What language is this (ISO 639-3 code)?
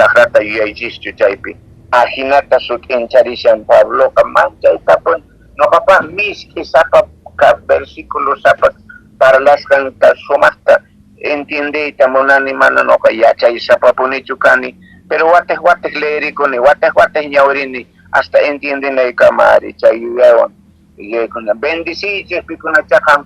que